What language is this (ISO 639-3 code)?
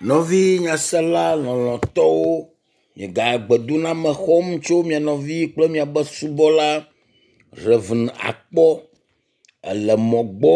ewe